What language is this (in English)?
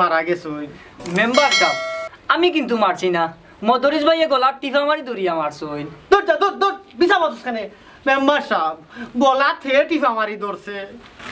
Sylheti